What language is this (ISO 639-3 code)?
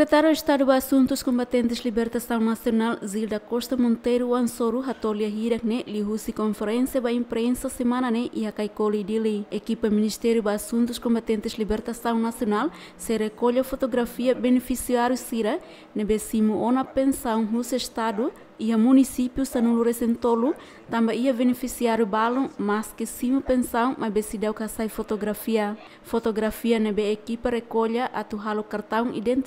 tet